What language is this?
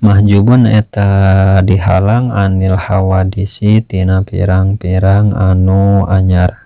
Sundanese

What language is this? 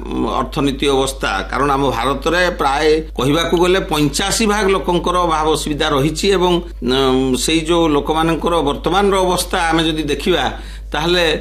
Odia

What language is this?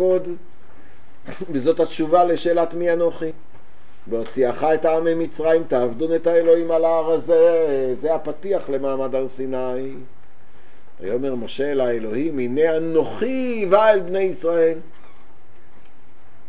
Hebrew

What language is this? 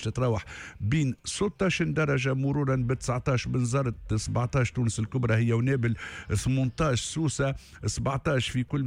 Tunisian Arabic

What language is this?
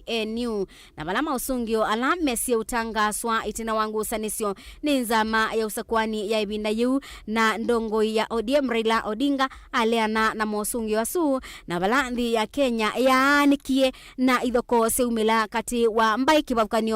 Kamba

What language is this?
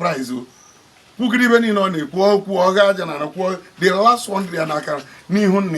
Igbo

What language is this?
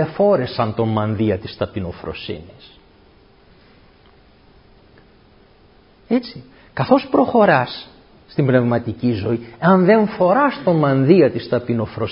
Greek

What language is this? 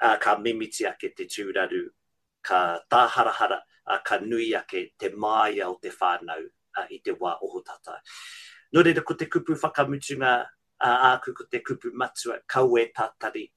Māori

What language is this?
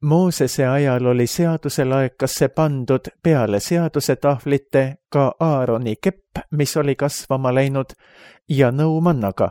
Estonian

